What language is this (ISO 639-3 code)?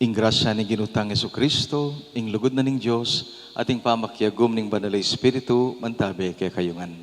pam